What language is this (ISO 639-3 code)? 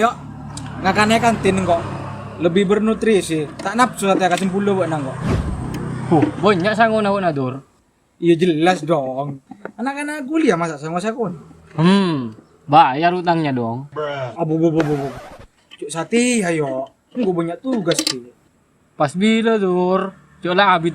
mad